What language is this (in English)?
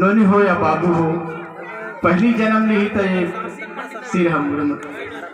Chhattisgarhi